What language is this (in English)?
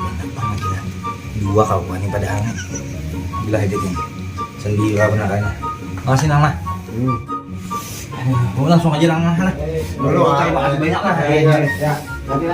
Banjar